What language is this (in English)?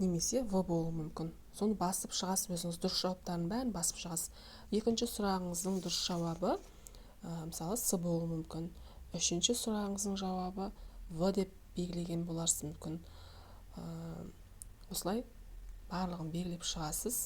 Kazakh